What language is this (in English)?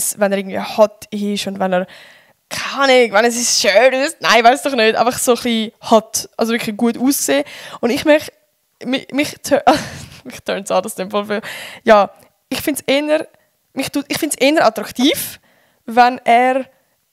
Swiss German